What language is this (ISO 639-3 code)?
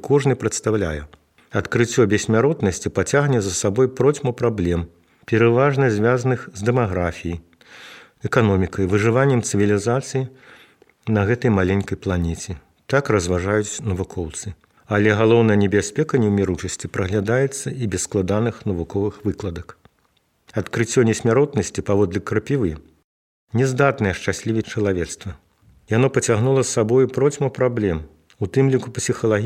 bel